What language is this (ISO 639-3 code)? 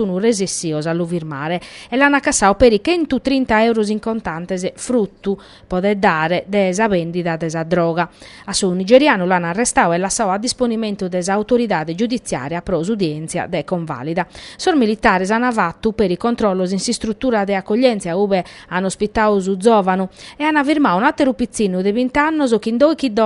srd